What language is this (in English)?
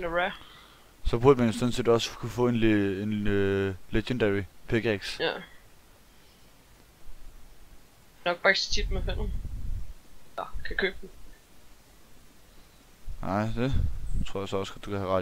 Danish